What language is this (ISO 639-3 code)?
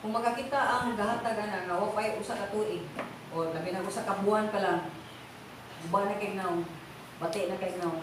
ceb